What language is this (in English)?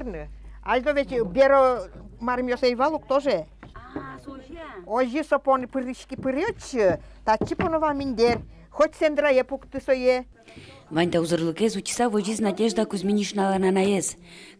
Udmurt